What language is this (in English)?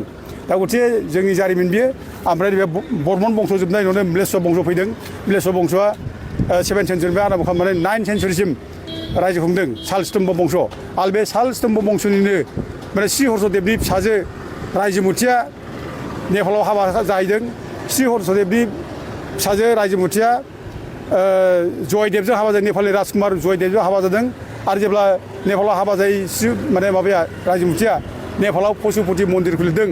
Bodo